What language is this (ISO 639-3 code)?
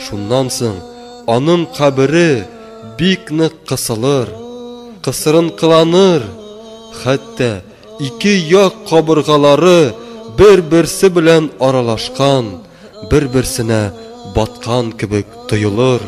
tat